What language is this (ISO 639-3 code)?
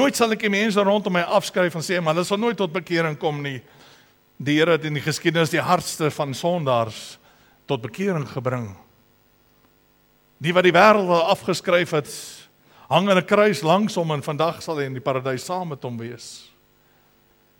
afr